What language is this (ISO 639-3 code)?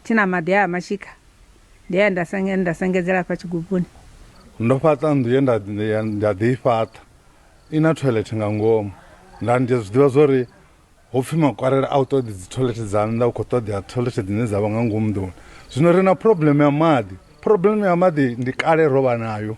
ven